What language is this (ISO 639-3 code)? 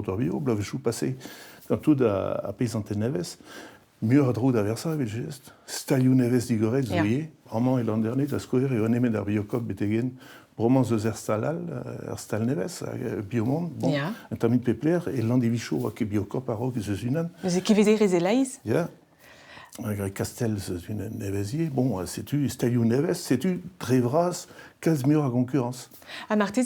bre